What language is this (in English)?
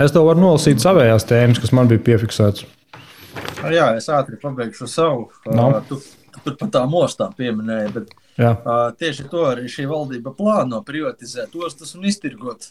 Latvian